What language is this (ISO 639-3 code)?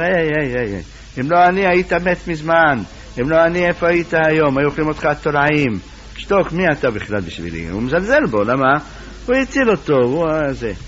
heb